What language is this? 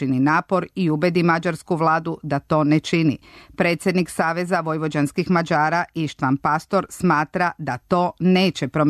Serbian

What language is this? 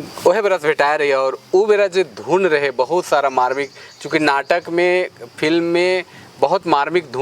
Sadri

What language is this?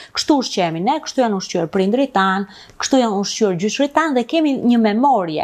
Albanian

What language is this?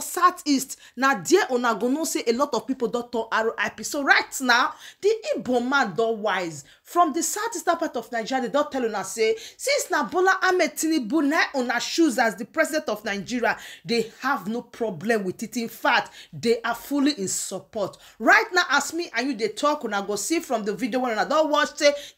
Nigerian Pidgin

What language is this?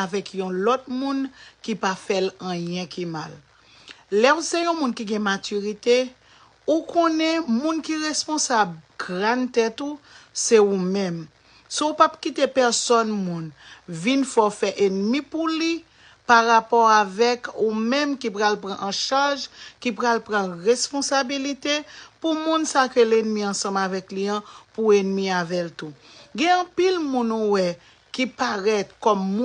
Haitian Creole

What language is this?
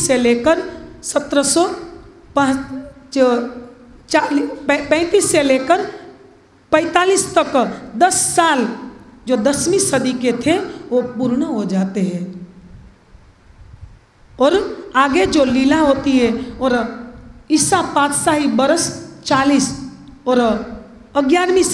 Hindi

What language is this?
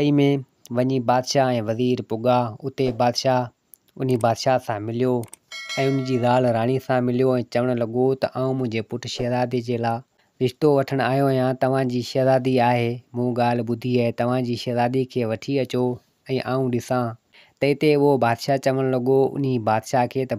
Sindhi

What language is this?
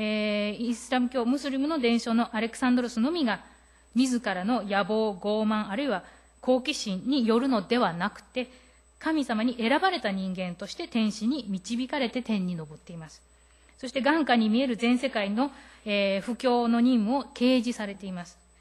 Japanese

